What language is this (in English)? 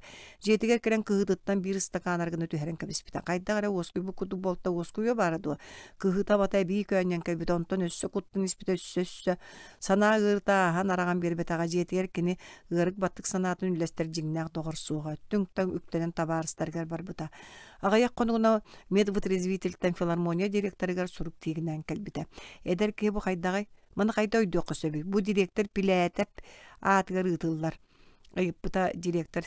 Yakut